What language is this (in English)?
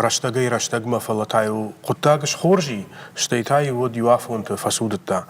Ossetic